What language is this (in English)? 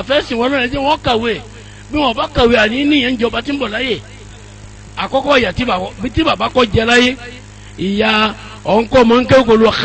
Yoruba